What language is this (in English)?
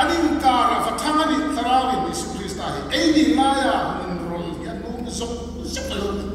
Hmar